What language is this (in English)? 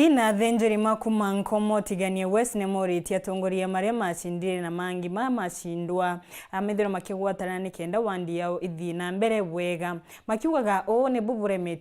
Meru